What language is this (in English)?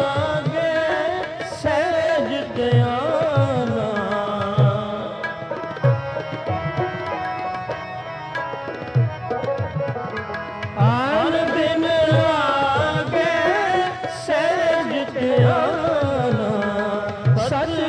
Punjabi